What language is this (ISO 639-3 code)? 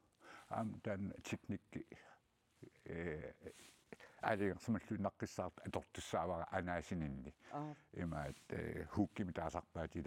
kal